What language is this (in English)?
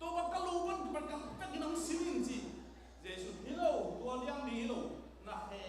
Tedim Chin